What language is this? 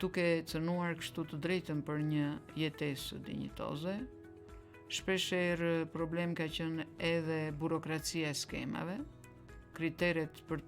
Albanian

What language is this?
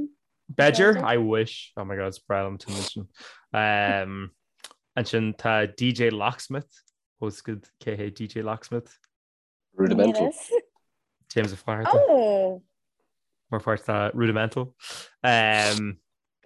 Irish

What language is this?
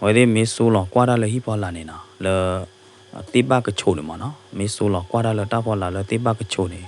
S'gaw Karen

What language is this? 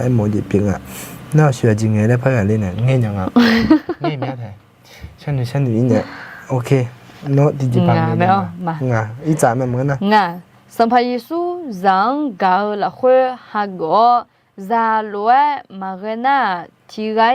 Akha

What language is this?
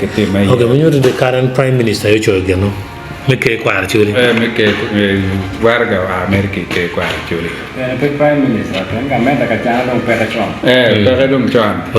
Acoli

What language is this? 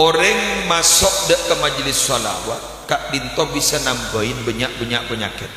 Madurese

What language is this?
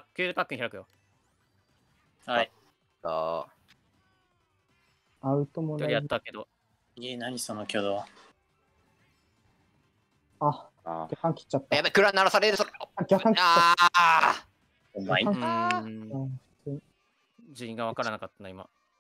Japanese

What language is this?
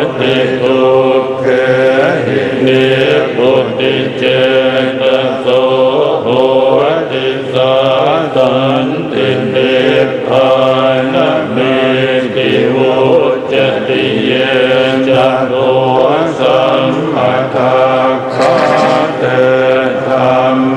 Pali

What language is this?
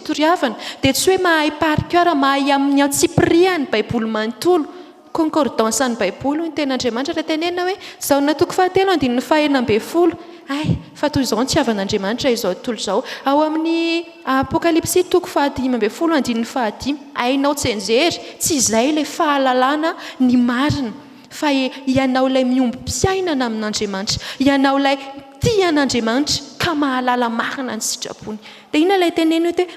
Malagasy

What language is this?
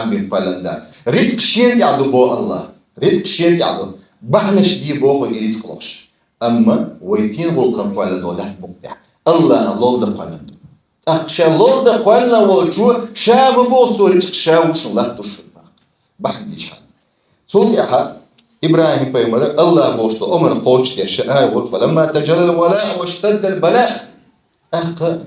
Chechen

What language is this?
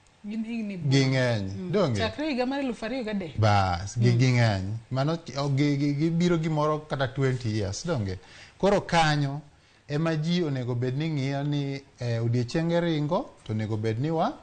Luo (Kenya and Tanzania)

